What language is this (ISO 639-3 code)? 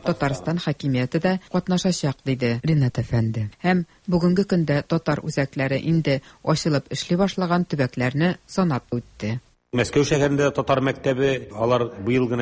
tat